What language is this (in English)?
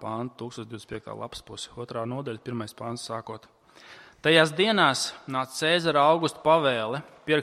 Latvian